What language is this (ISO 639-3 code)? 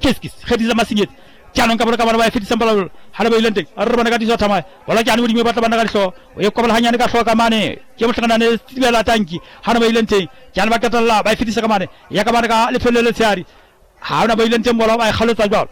sot